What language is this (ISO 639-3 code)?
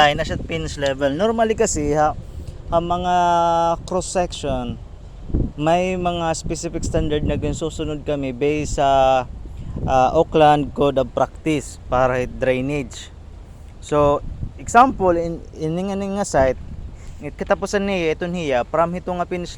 war